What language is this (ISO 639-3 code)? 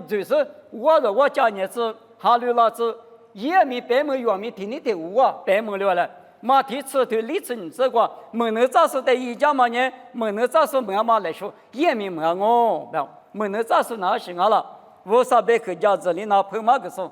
lis